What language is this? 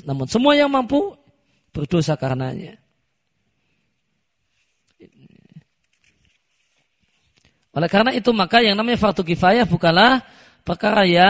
Indonesian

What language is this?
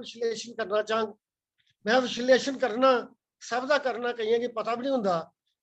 Dogri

